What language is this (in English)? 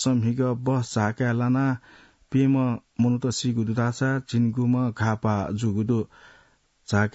Newari